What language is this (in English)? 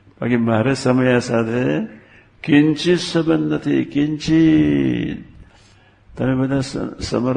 Gujarati